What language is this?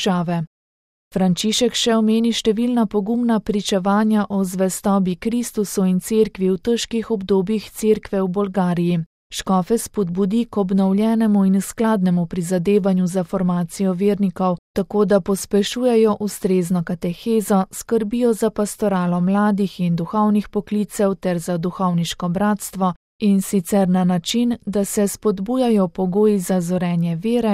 Slovenian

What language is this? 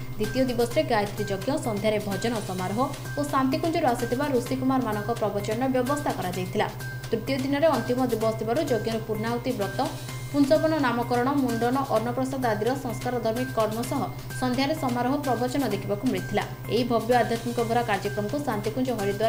Odia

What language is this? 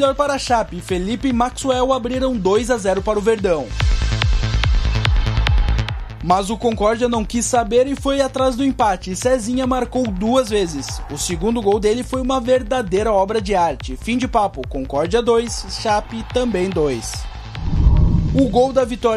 Portuguese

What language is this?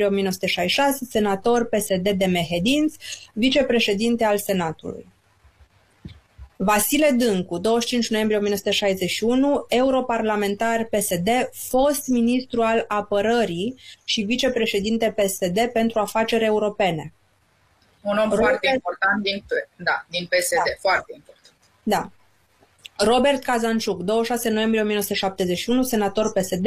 Romanian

